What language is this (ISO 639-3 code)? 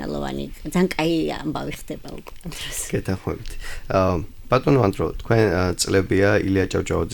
kat